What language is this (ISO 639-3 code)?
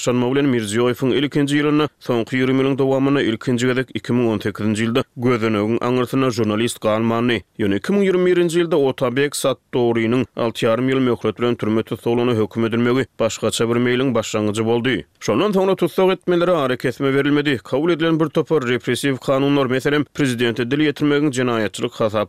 tuk